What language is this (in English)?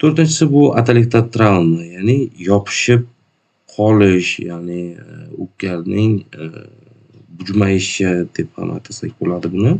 Uzbek